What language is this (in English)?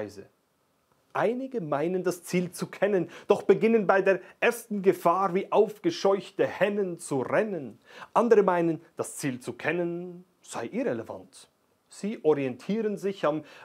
Swiss German